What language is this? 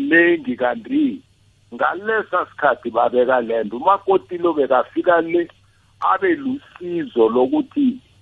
South Ndebele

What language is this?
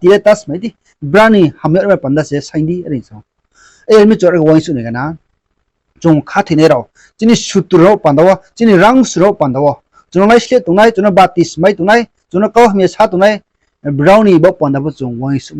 Riang (India)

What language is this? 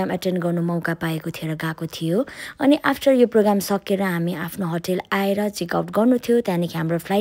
Nepali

